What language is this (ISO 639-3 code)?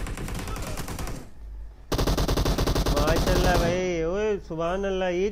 hin